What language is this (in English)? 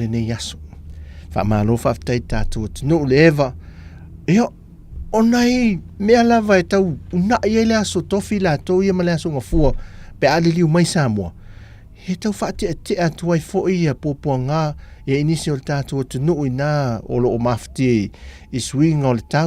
Samoan